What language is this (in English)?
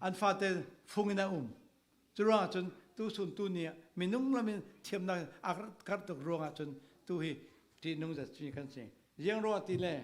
Falam Chin